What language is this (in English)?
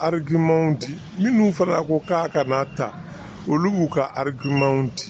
Bambara